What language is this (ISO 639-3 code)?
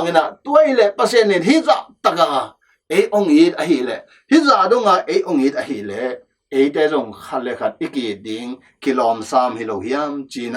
ctd